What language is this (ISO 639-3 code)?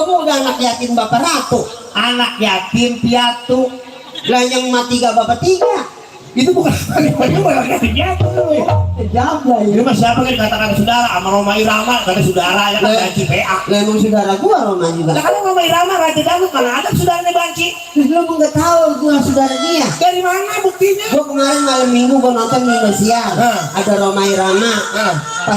bew